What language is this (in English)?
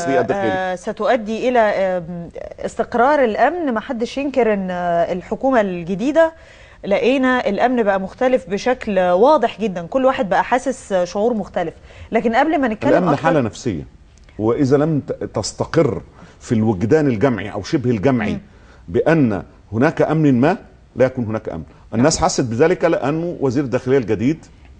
Egyptian Arabic